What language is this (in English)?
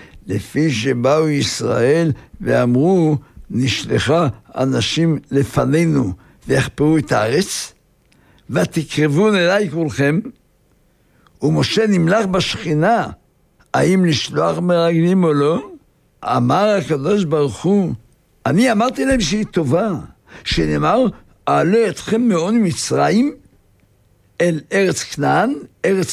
Hebrew